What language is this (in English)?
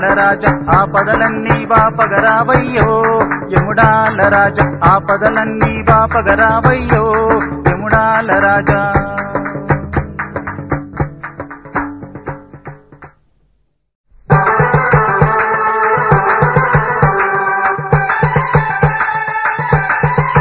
Telugu